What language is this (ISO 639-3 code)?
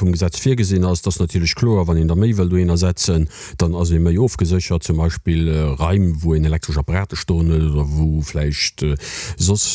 ltz